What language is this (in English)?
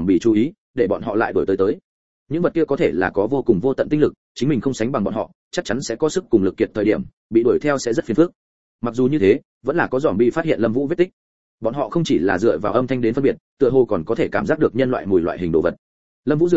Vietnamese